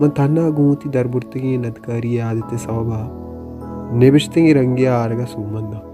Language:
Baluchi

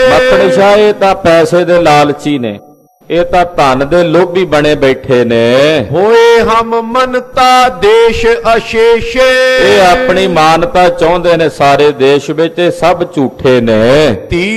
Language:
Punjabi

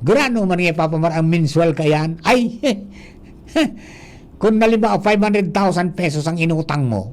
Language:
Bikol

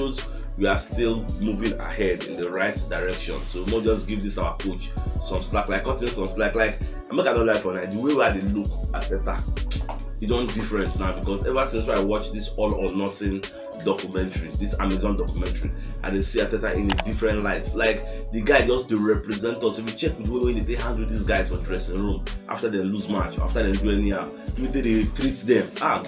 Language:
Nigerian Pidgin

